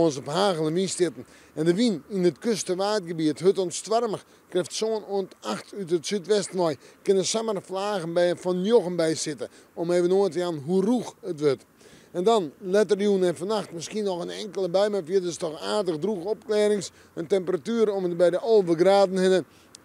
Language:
Western Frisian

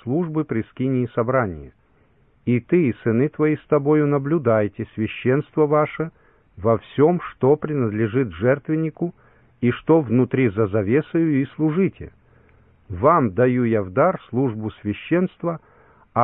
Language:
Russian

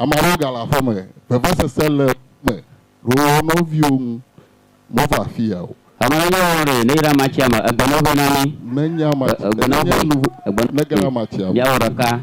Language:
Ewe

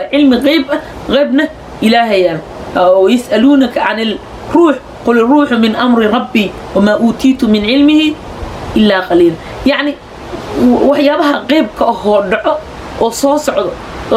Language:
Somali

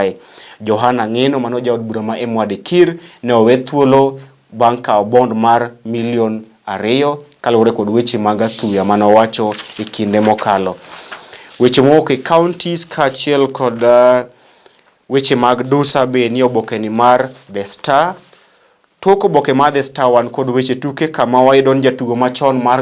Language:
Luo (Kenya and Tanzania)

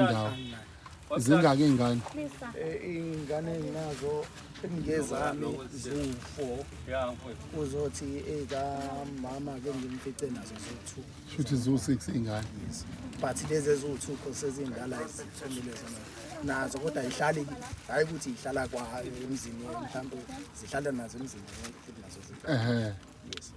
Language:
Zulu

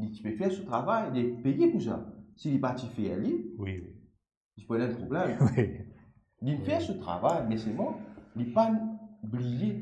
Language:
Morisyen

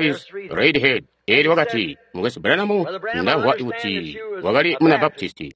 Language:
Tonga (Zambia)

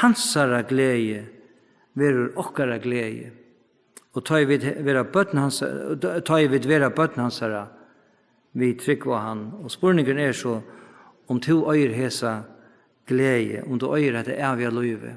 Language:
Faroese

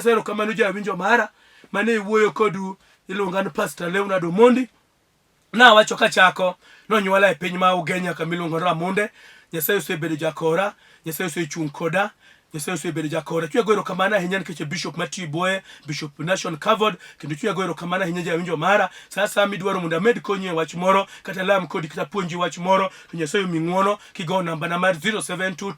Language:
Luo (Kenya and Tanzania)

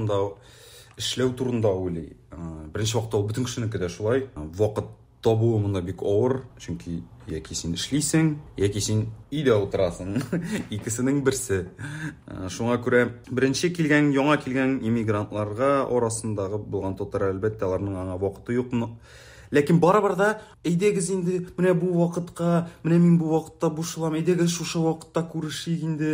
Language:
Tatar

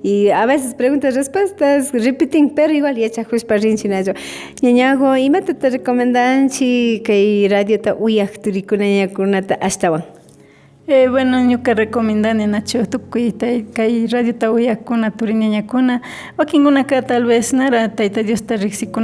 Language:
Imbabura Highland Quichua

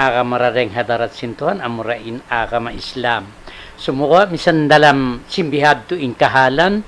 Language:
Tausug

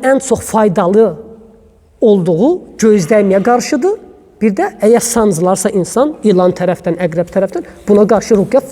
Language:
Azerbaijani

